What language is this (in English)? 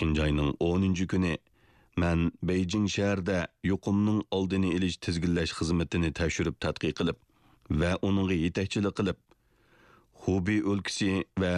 Uyghur